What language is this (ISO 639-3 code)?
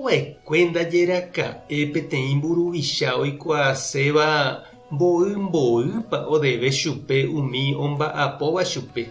grn